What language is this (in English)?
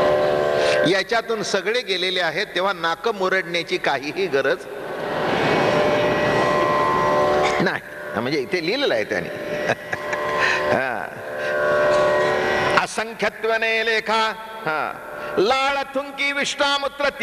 Marathi